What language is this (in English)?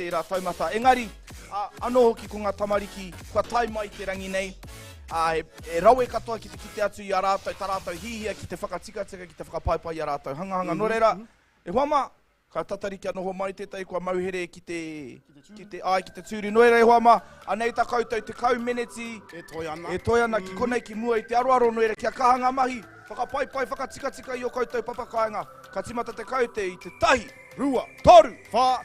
Māori